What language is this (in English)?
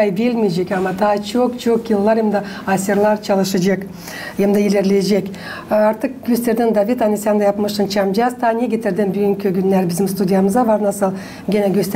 Gagauz